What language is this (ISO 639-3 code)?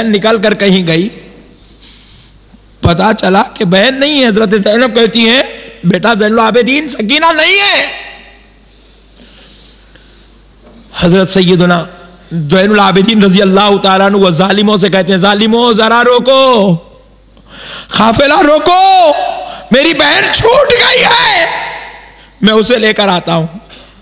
urd